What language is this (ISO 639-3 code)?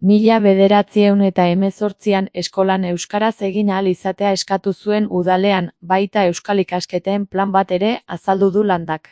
eus